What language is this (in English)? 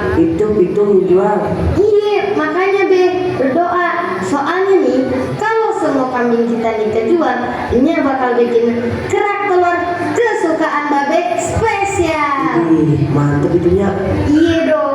Betawi